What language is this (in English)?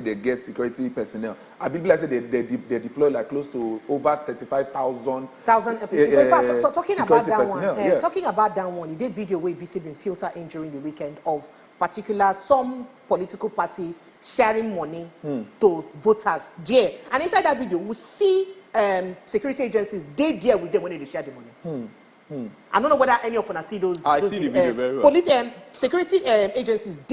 Nigerian Pidgin